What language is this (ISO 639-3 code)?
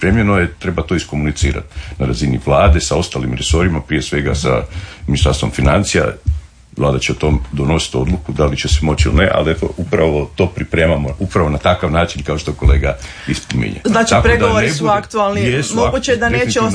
hrv